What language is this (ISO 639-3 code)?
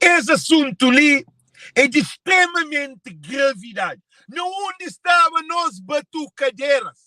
kea